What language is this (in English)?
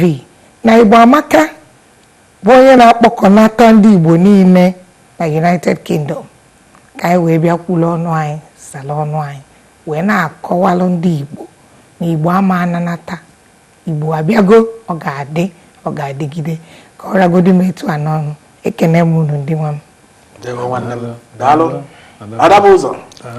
Igbo